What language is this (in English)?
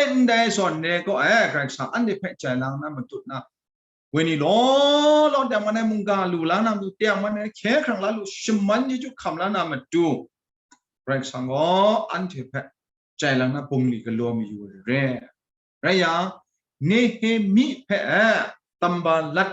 Kachin